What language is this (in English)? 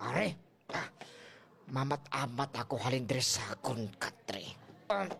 Hiligaynon